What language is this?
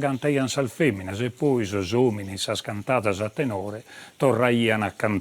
Sardinian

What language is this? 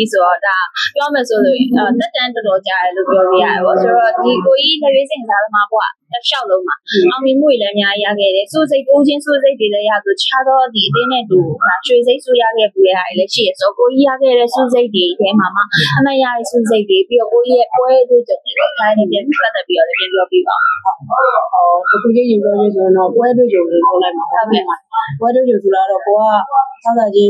Burmese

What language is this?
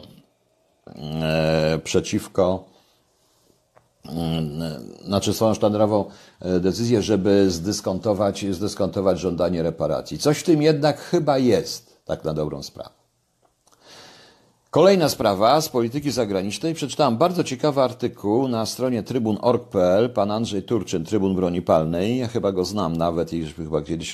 Polish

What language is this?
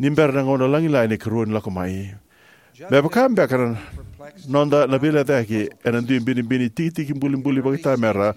Fijian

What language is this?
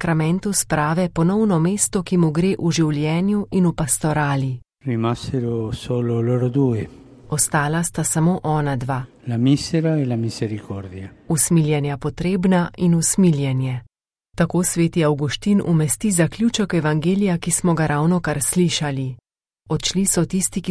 Slovenian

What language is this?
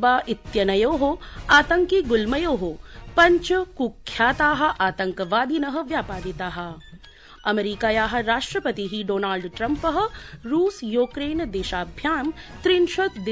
Sanskrit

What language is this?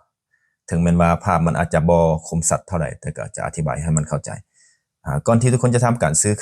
Lao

